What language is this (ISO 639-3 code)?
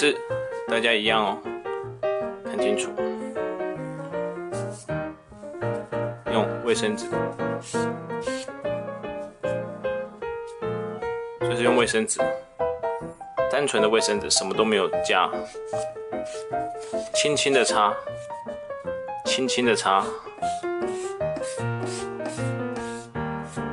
zho